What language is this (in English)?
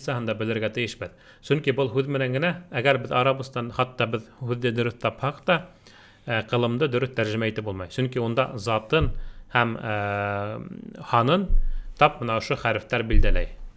Bashkir